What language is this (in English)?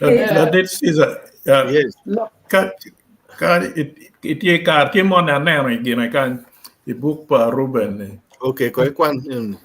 Acoli